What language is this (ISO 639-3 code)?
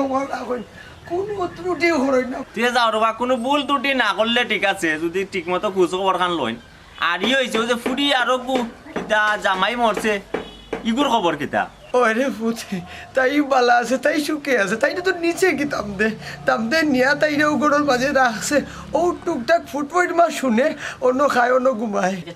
syl